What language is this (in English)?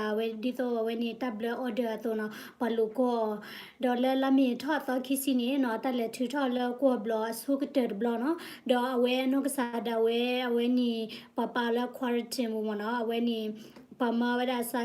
S'gaw Karen